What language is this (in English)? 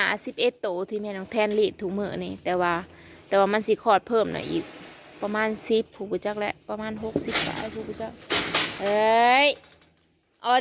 Northeastern Thai